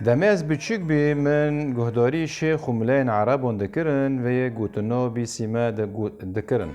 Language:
Kurdish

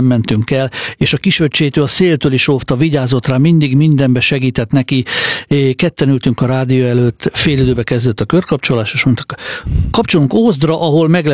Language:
Hungarian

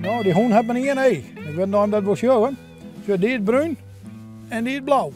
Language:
Western Frisian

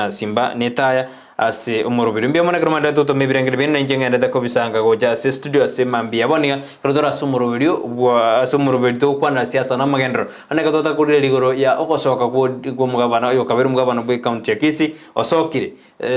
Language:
Gusii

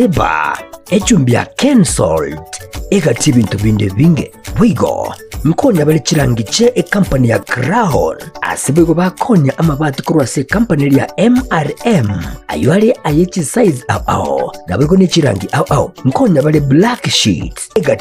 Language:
Gusii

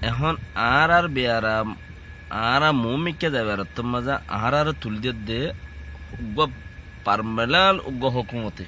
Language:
Rohingya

